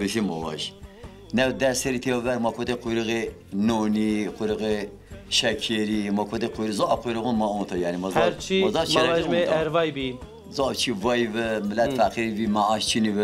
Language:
Zaza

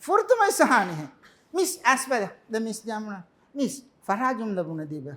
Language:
Divehi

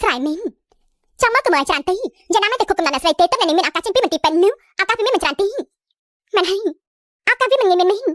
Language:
Khmer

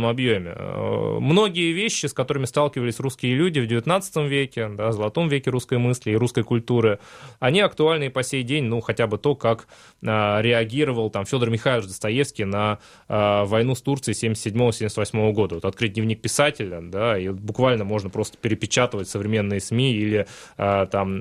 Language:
Russian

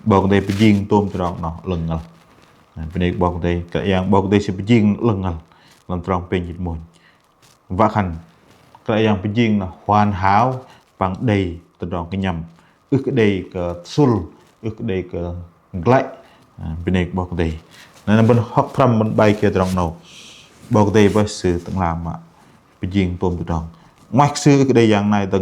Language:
Bahnar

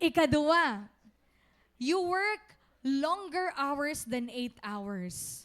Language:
Waray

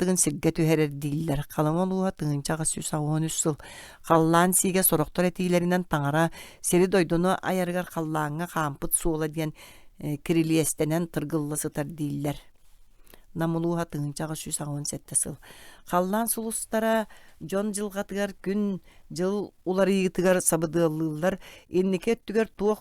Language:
Yakut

